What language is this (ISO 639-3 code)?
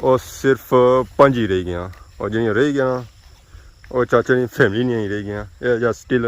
phr